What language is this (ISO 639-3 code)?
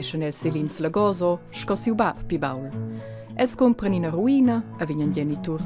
roh